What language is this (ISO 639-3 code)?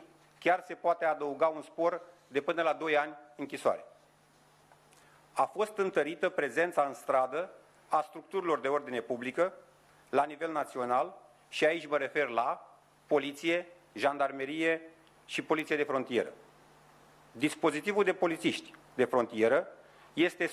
ron